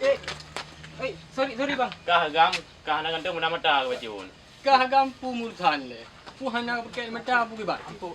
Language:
Achinese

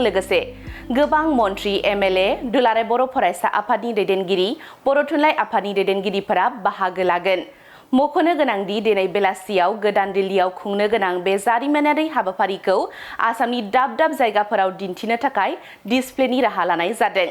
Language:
Bodo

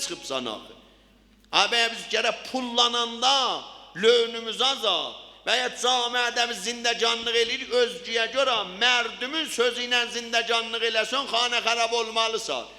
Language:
South Azerbaijani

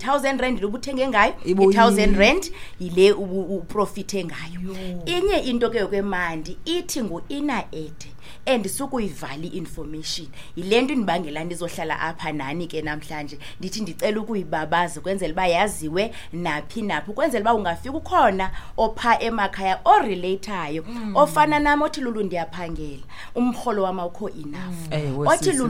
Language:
Xhosa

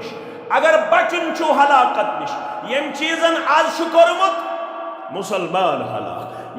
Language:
Kashmiri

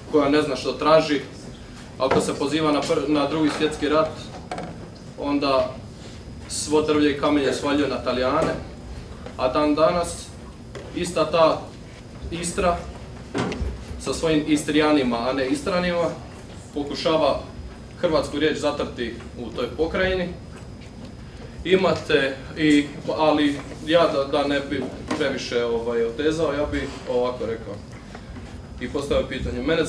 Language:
Croatian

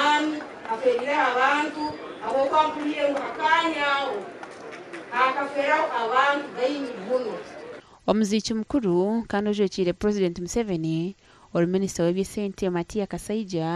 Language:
Nyankole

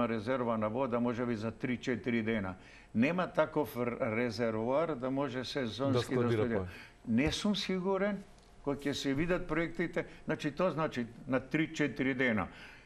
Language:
Macedonian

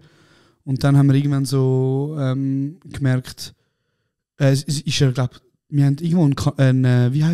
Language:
Swiss German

